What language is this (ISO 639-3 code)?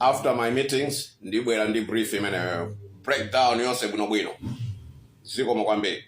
nya